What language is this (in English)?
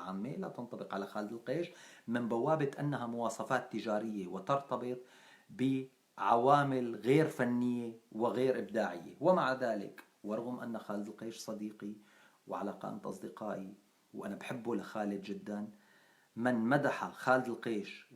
North Levantine Arabic